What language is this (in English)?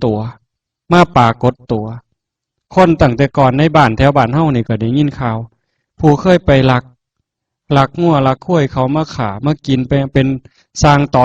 Northeastern Thai